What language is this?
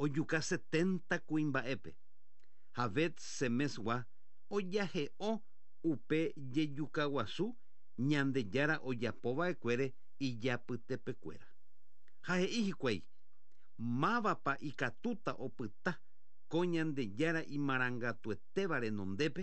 Guarani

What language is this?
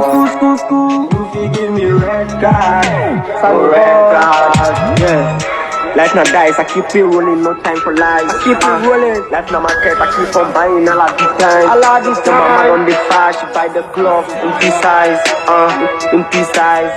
Ewe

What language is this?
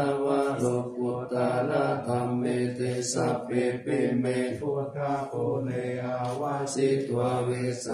Pali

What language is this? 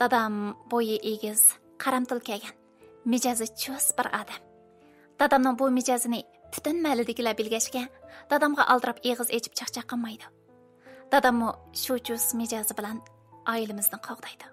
Uyghur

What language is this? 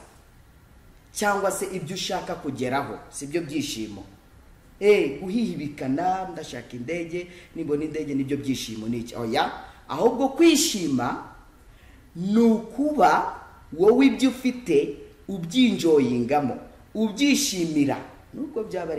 Kinyarwanda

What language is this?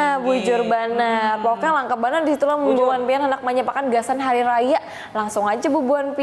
Banjar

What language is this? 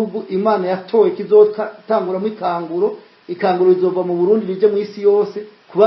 Rundi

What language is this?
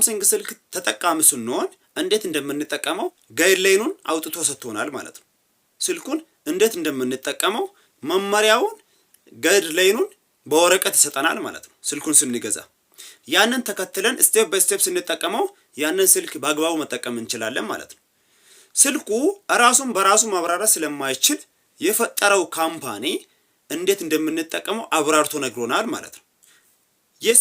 Amharic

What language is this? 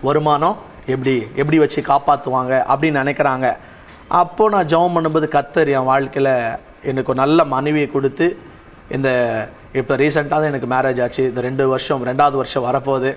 Tamil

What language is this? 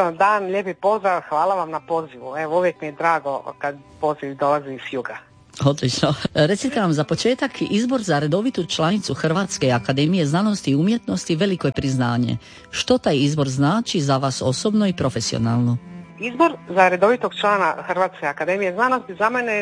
Croatian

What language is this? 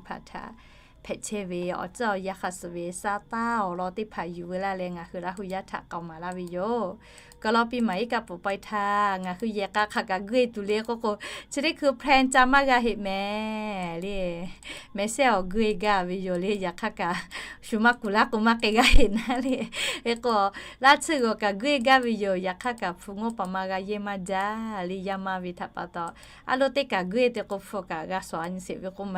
Lahu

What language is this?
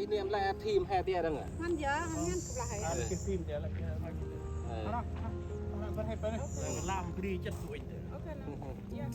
Central Mnong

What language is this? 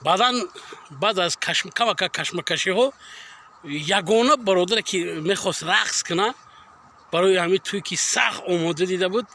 Tajik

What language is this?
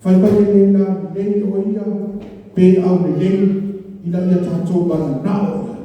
Samoan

